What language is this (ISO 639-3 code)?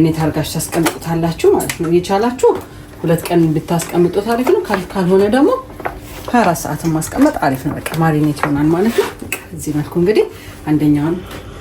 amh